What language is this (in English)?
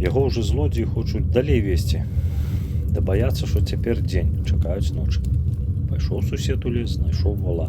Belarusian